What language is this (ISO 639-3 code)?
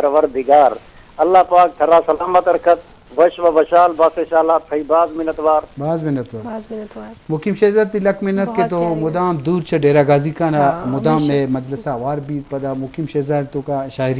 bgp